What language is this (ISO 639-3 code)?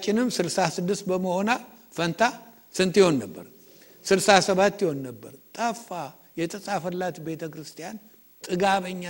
amh